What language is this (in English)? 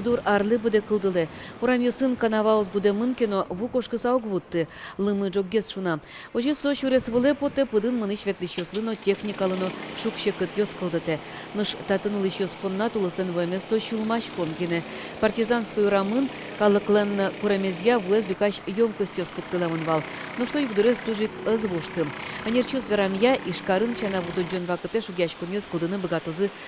Udmurt